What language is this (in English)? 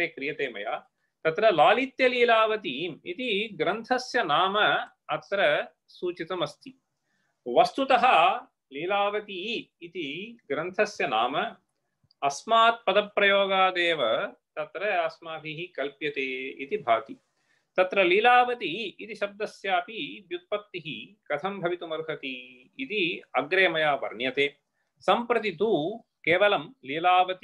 Sanskrit